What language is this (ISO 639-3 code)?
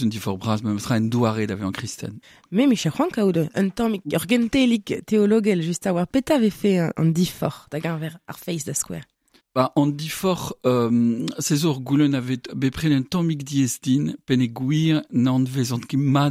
bre